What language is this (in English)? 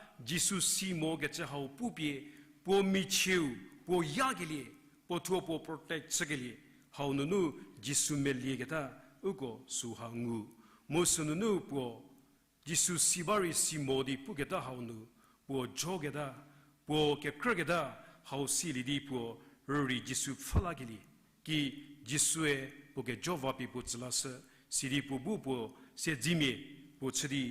Angami Naga